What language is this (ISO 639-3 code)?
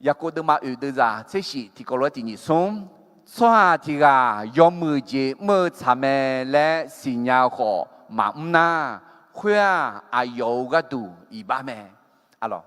ahk